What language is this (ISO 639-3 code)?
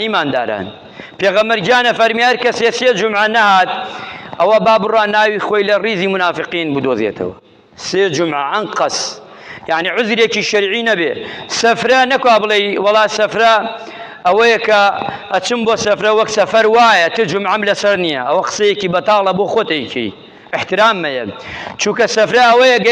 ckb